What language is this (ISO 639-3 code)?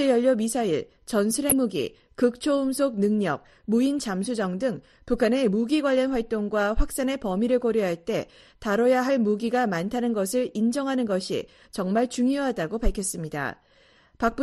kor